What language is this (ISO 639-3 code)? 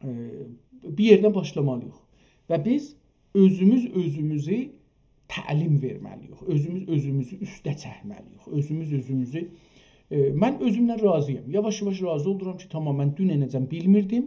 azb